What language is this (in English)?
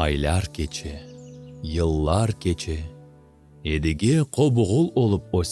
Crimean Tatar